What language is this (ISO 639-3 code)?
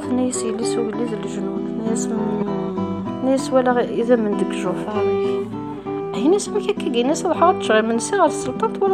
kab